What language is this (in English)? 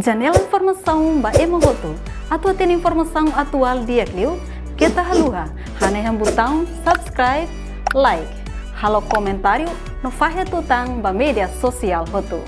Tetum